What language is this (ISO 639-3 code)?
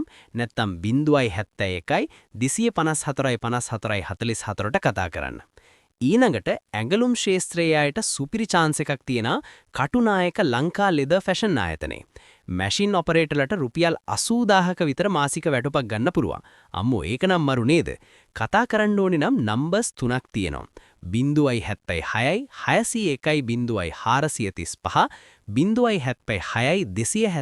sin